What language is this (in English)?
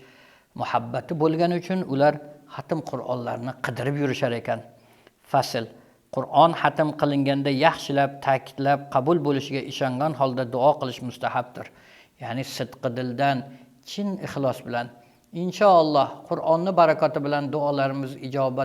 Uzbek